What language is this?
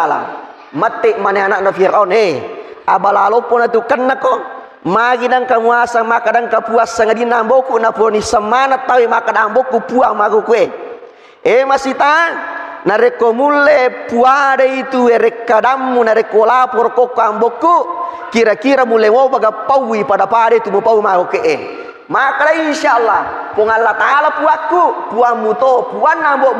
Buginese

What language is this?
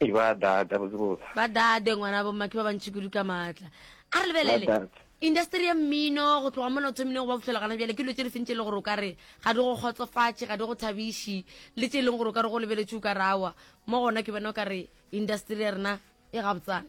Northern Sotho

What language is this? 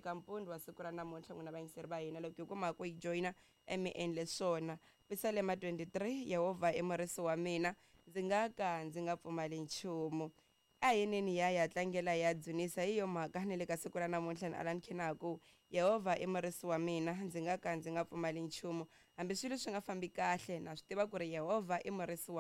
Tsonga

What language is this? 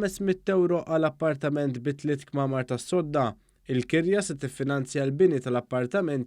Maltese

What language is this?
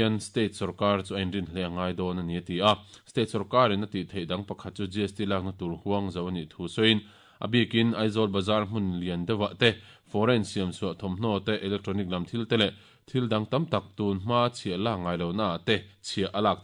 Mizo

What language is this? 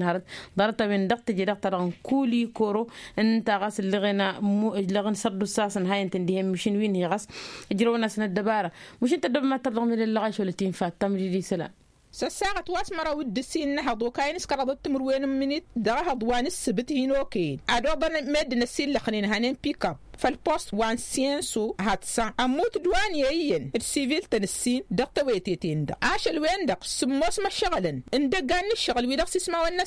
Tamasheq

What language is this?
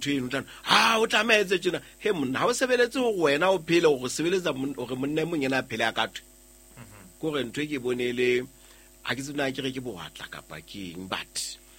Southern Sotho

